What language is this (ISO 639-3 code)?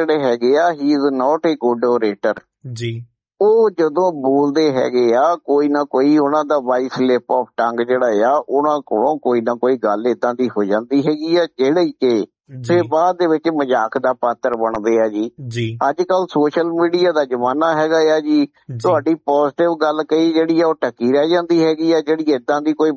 pan